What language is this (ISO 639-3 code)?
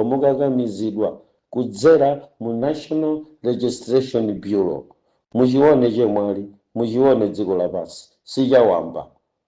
nya